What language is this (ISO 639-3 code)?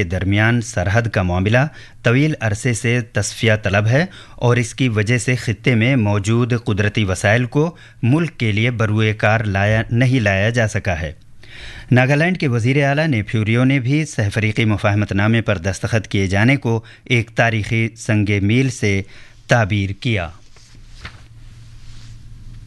urd